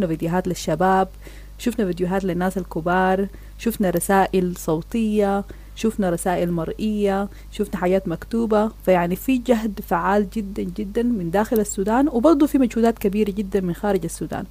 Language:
Sudanese Arabic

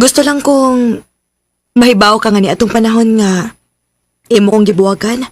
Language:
Cebuano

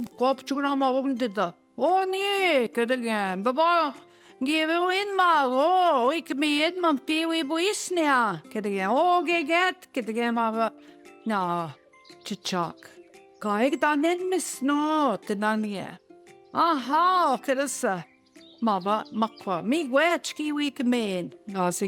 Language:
Central Ojibwa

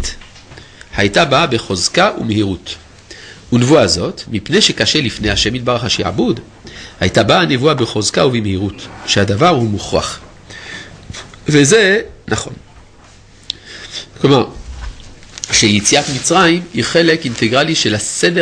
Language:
Hebrew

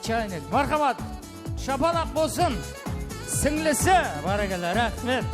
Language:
Kara-Kalpak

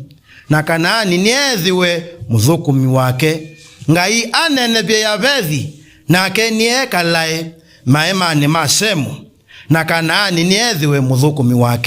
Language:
Kamba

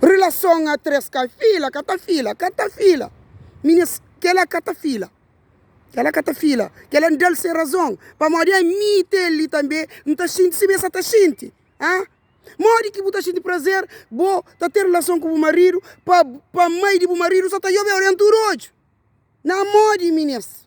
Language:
Kabuverdianu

